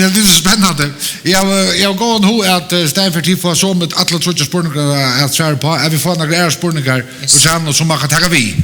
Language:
Faroese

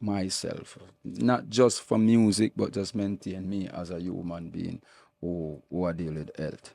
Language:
Jamaican Creole English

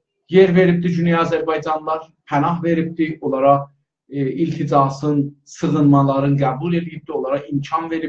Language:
South Azerbaijani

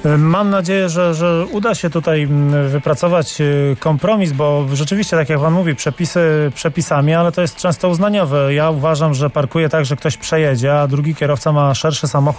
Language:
Polish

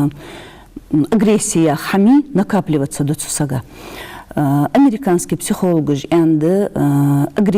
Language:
Ingush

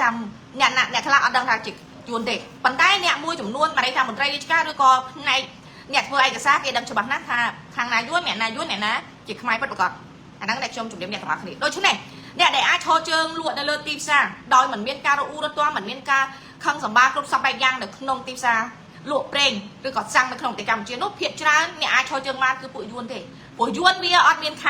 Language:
Khmer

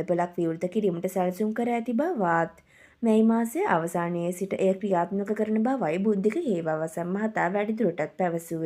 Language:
Sinhala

